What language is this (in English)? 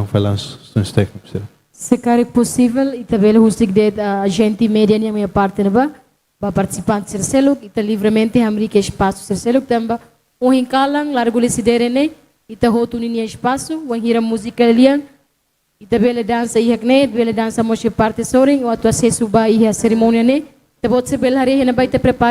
Tetum